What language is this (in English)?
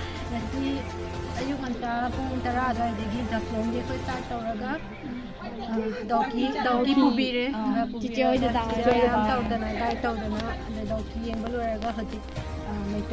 Manipuri